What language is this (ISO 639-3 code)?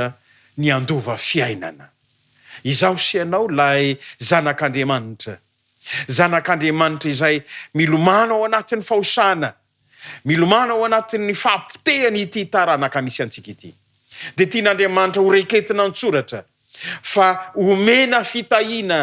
mlg